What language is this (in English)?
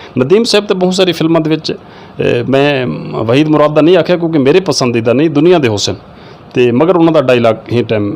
Saraiki